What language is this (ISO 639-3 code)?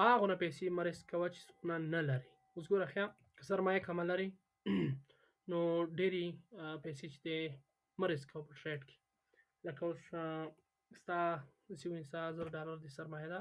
pus